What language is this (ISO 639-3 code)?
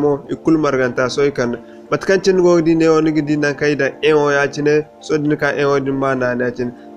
dje